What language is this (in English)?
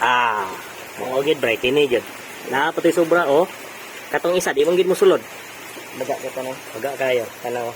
Cebuano